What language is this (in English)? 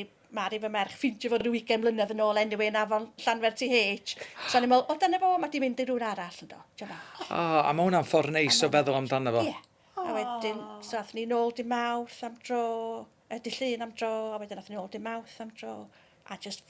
Welsh